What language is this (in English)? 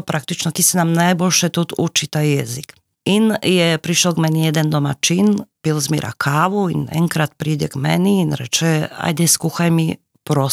Slovenian